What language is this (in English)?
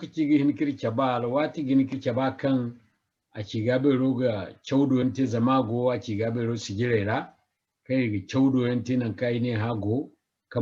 Zarma